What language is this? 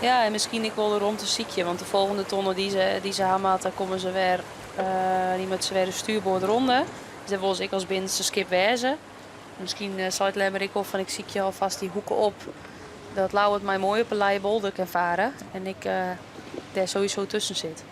Western Frisian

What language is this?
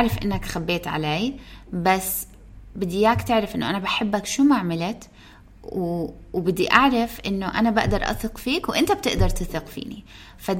North Levantine Arabic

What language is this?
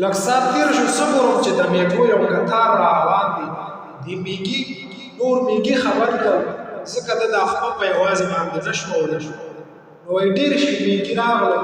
Pashto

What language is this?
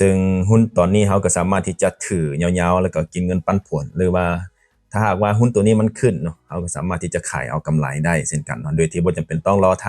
Lao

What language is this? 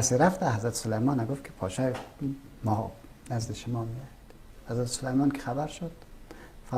Persian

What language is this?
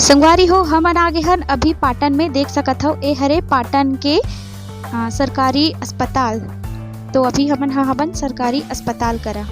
Chhattisgarhi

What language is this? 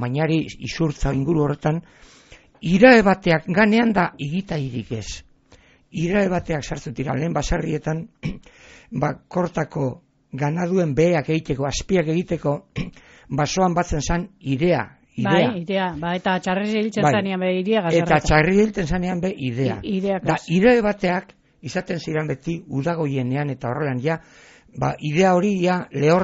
Basque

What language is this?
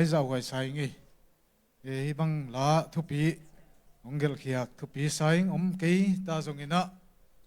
Tedim Chin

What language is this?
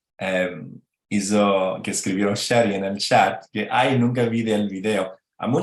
Ladino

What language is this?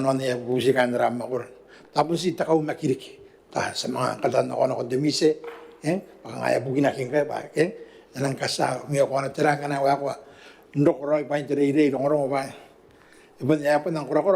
Gilbertese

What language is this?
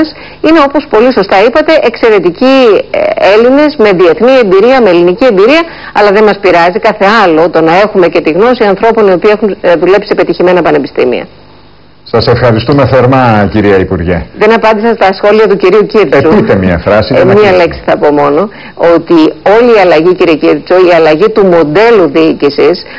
Greek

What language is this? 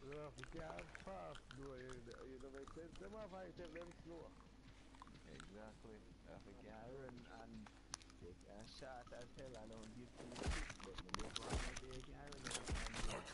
Jamaican Creole English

